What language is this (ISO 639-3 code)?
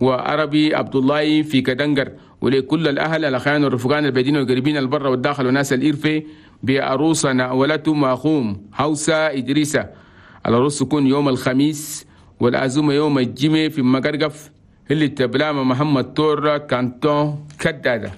shu